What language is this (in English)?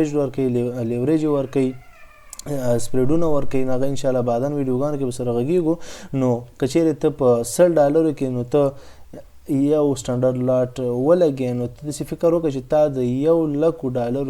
Pashto